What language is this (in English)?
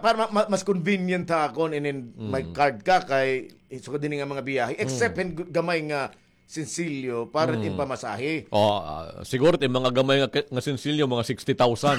Waray